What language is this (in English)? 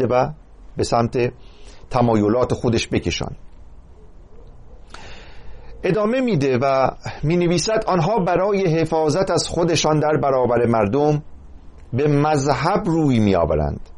Persian